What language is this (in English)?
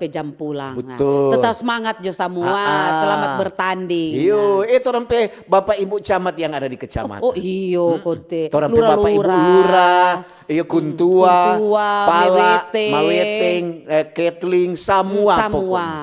Manado Malay